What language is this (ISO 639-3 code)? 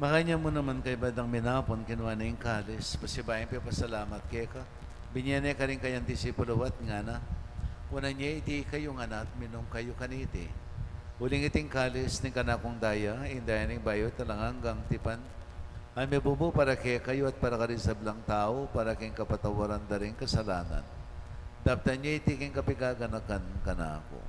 pam